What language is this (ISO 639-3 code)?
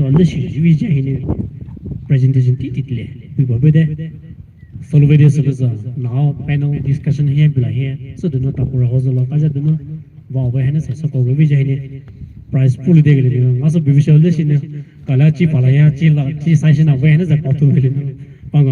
pmx